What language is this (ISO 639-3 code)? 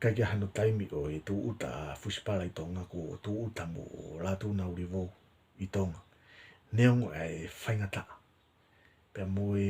ton